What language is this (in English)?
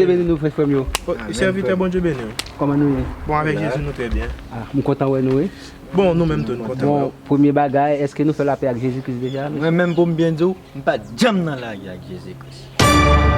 Haitian Creole